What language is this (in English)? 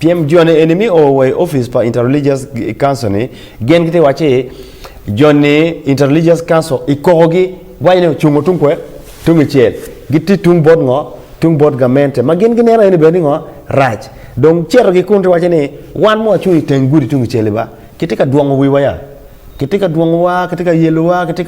Acoli